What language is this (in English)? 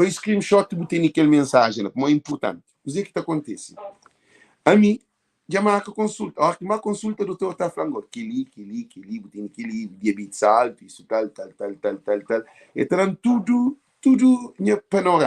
Kabuverdianu